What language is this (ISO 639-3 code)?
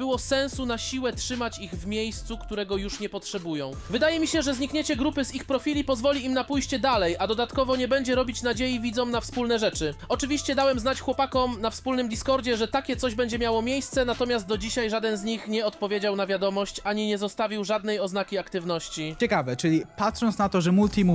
pol